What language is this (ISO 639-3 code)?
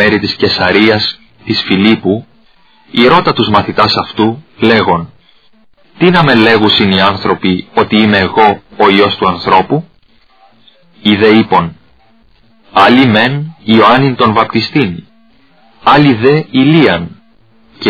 ell